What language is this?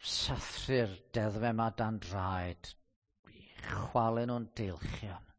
Welsh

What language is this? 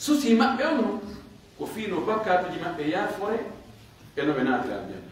Pular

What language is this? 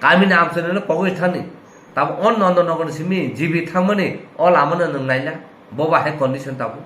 Kok Borok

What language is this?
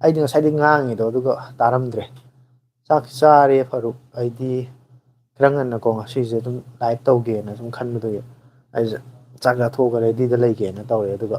Manipuri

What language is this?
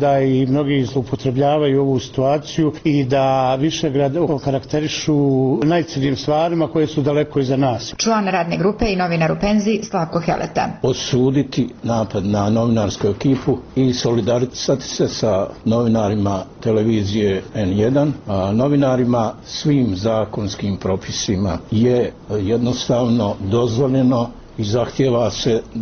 Bosnian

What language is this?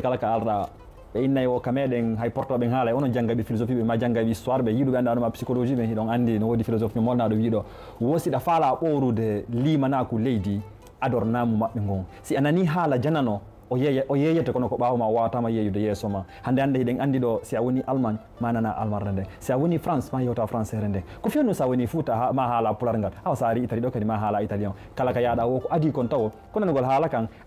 Fula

